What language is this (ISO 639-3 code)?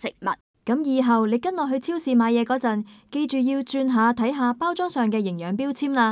yue